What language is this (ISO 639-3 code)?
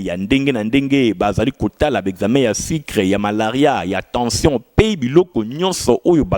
lin